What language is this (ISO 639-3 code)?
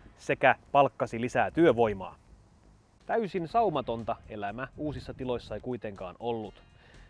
fin